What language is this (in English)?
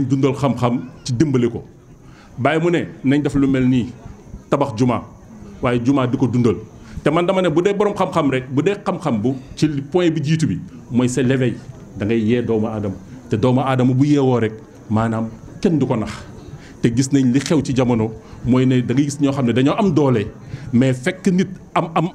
Wolof